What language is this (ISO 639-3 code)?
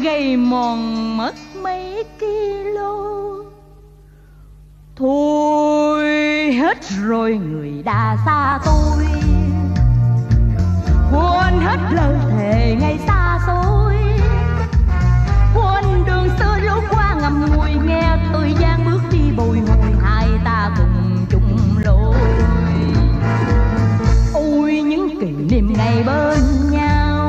vie